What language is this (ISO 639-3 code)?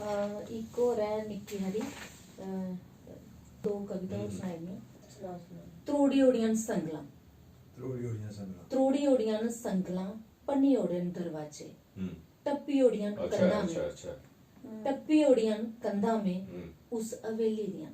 doi